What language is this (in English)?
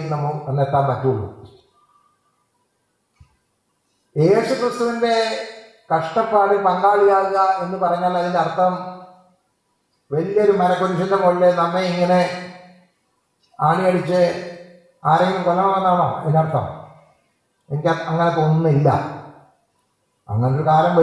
Malayalam